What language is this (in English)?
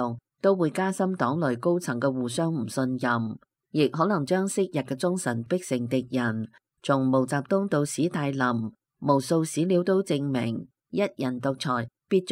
Cantonese